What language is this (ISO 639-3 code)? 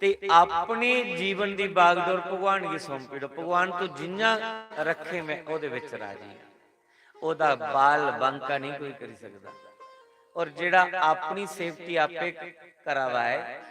doi